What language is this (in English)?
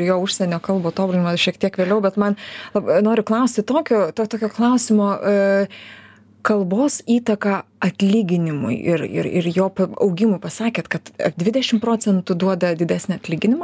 Lithuanian